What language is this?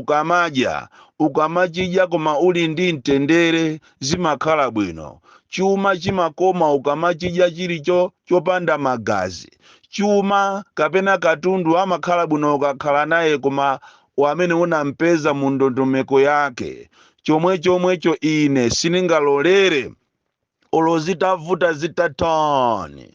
Nyanja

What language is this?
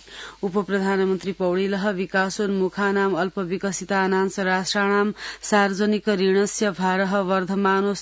Sanskrit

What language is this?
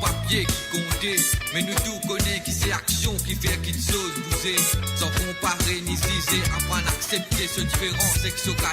Morisyen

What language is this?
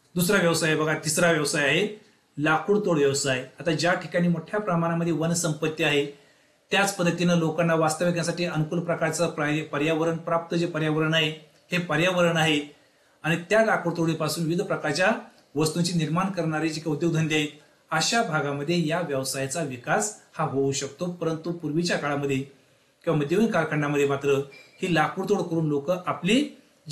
Marathi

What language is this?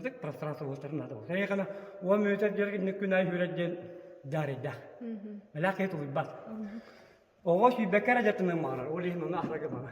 Yakut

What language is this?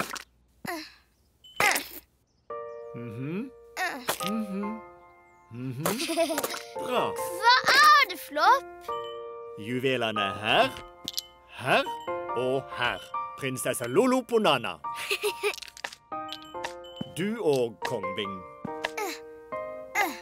Norwegian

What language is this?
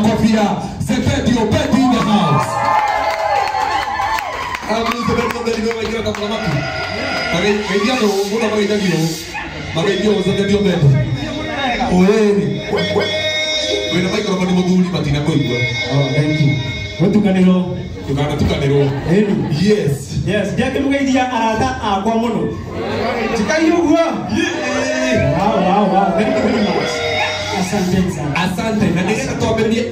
Kikuyu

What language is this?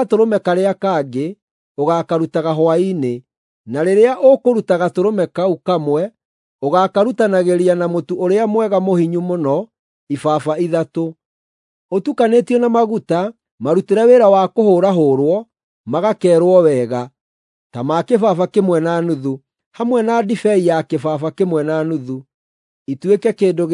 Kikuyu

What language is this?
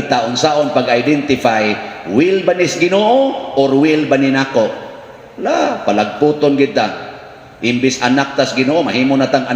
Cebuano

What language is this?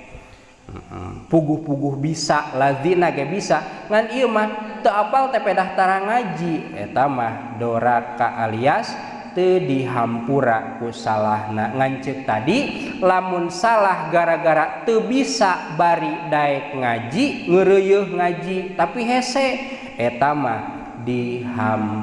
Sundanese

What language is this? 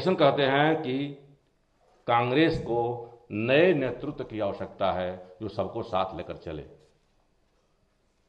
Hindi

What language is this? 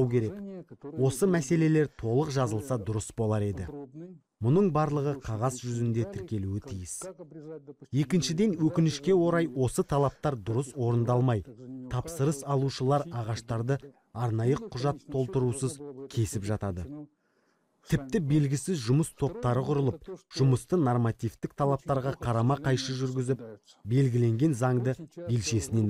Kazakh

